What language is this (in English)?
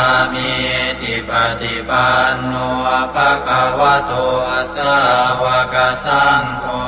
Pali